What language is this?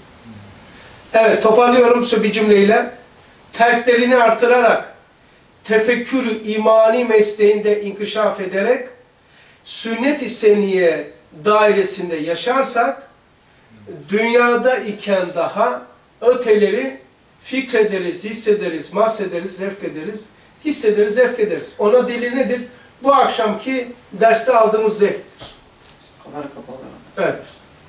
Turkish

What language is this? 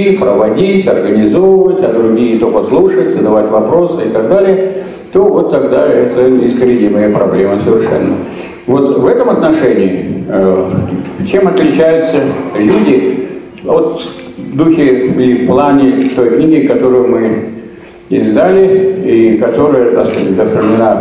Russian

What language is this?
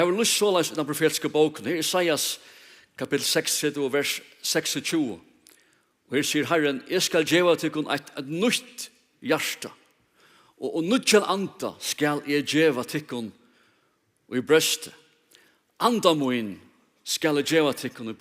Faroese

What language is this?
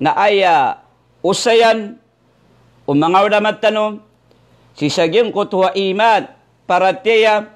Maranao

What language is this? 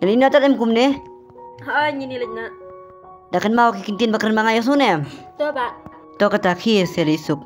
Khasi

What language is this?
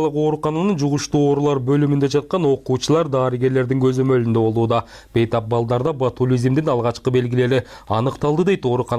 Kyrgyz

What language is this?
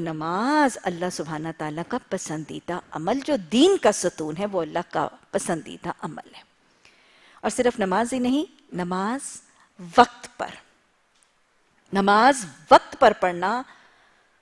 Urdu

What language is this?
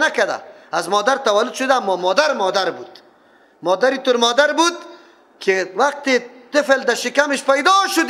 Persian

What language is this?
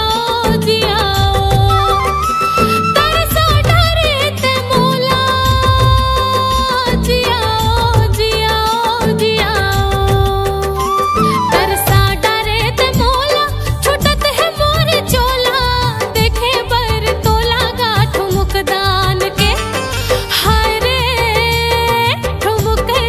Chhattisgarhi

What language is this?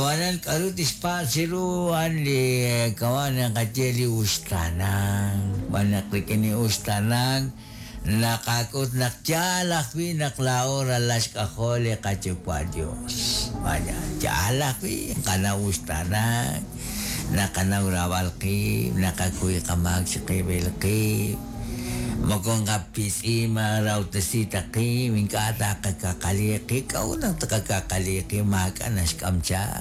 Kekchí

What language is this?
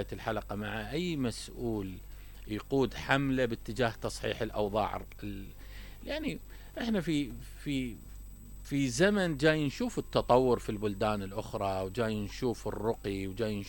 Mesopotamian Arabic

